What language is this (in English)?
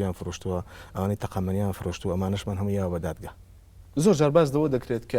Central Kurdish